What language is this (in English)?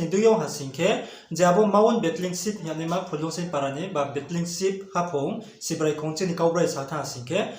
Riang (India)